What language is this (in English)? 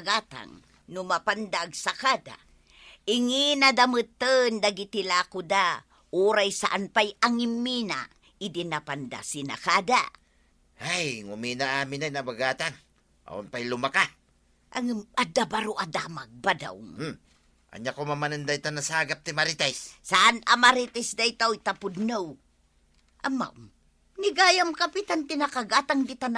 Iloko